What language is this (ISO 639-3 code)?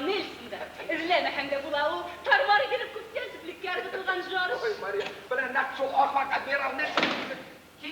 bak